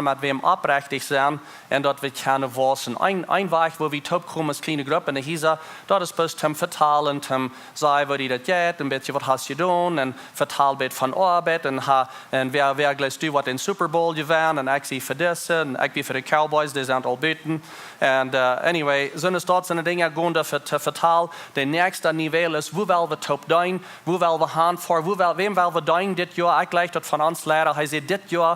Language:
Plautdietsch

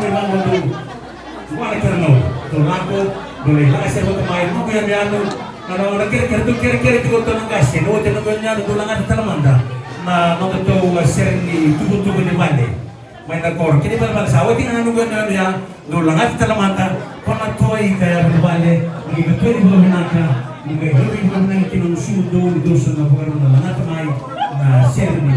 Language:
Fijian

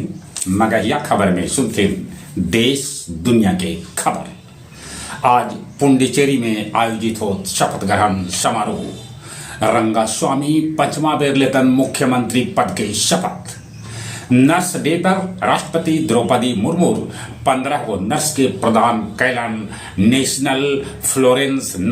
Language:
Magahi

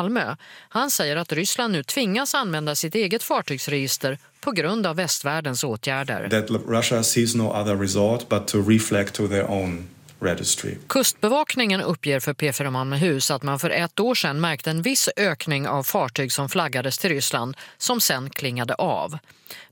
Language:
Swedish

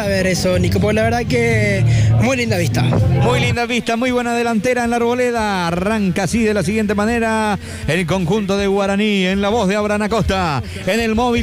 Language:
Spanish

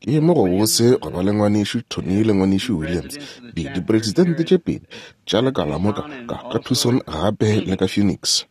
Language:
Northern Sotho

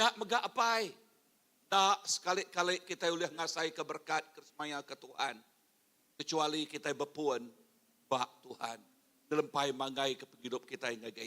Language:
Iban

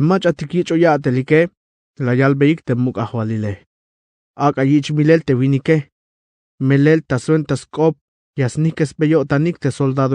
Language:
Tzeltal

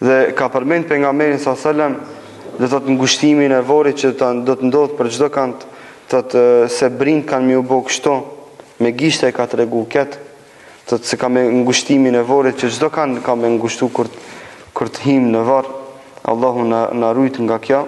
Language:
Albanian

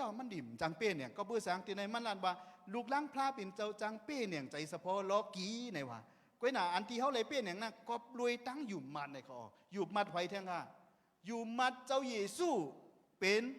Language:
Shan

